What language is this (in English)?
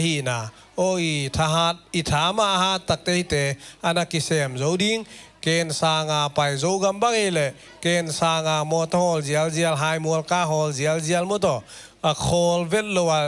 Tedim Chin